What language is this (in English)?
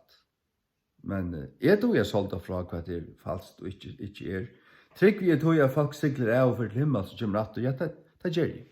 Faroese